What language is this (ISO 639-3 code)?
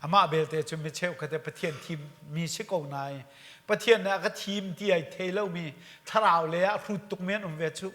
cnh